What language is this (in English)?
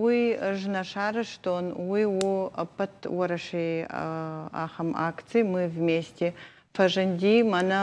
Ossetic